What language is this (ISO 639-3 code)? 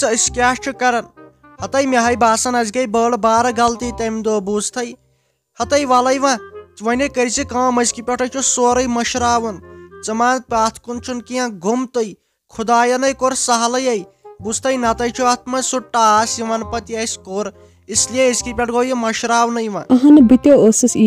kas